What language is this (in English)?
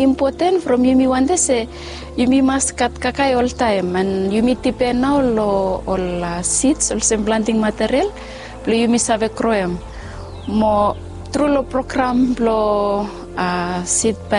Bislama